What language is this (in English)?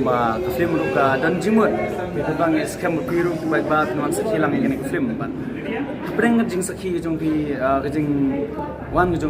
Khasi